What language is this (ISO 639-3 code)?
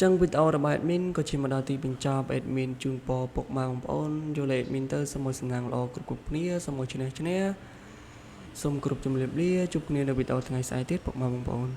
khm